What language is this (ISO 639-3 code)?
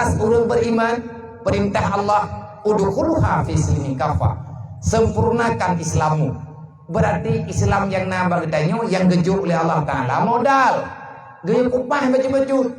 ace